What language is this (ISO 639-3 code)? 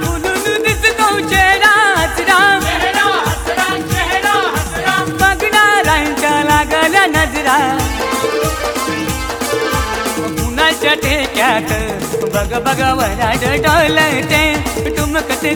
mar